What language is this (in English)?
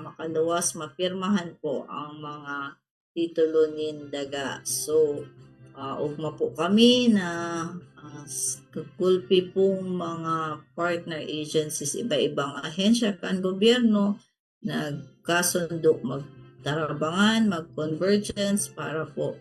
Bikol